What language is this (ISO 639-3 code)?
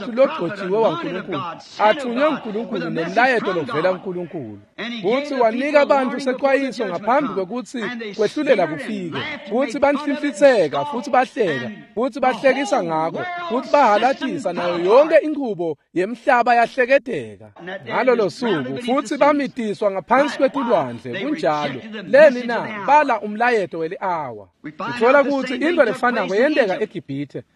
ssw